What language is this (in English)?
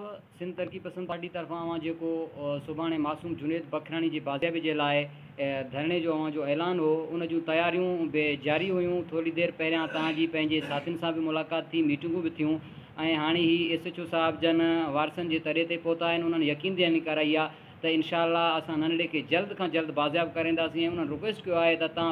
Sindhi